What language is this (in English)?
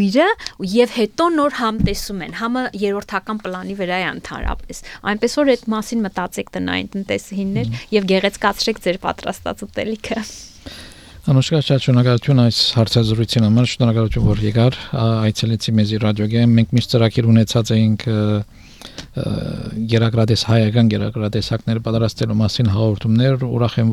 Armenian